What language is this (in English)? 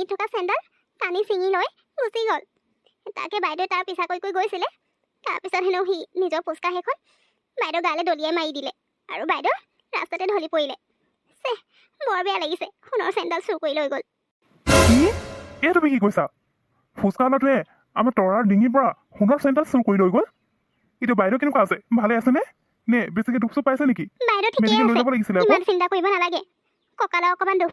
Assamese